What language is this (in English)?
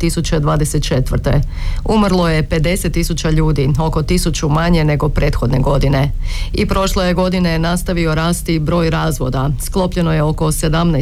Croatian